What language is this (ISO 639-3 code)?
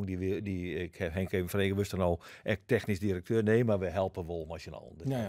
fry